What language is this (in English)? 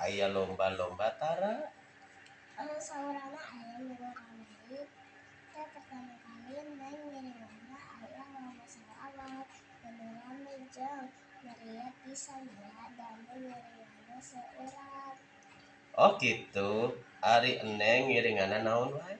Sundanese